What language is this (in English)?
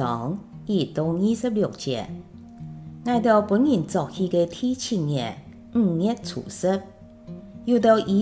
Hakka Chinese